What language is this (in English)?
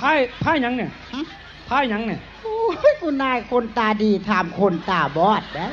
Lao